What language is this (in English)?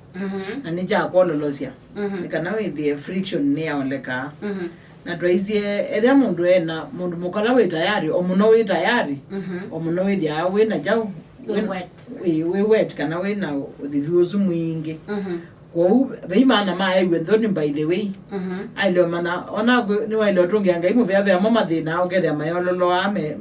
Kamba